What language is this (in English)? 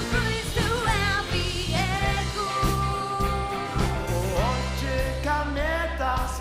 Faroese